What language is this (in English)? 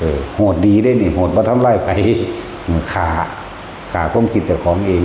Northeastern Thai